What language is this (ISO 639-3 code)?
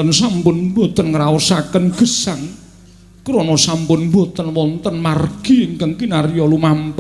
jav